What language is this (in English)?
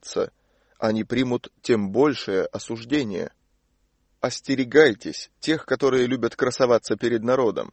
Russian